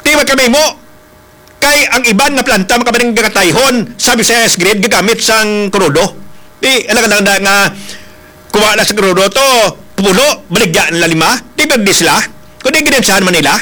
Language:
Hiligaynon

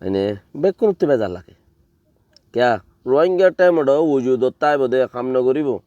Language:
Rohingya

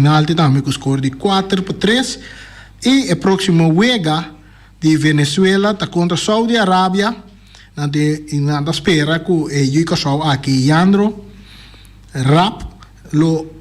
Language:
Papiamento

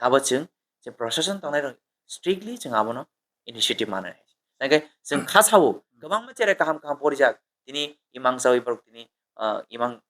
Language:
Kok Borok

